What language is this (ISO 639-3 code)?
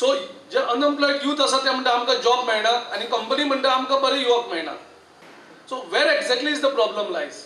kok